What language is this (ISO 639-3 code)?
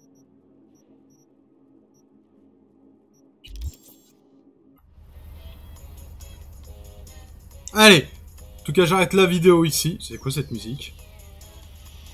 fra